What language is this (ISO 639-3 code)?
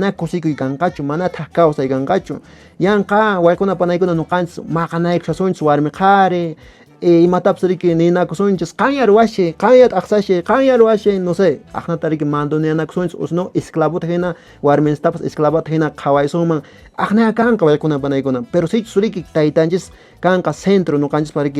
que